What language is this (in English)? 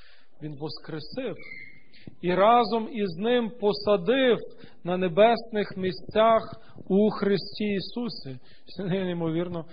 Ukrainian